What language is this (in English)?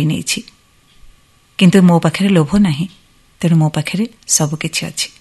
Odia